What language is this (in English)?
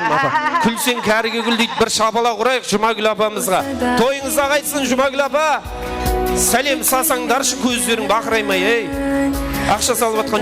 Kara-Kalpak